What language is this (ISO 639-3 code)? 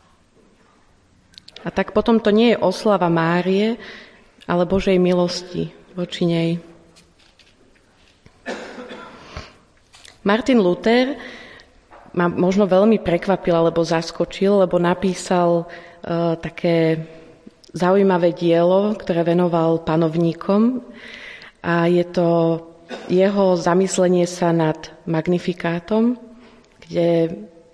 slk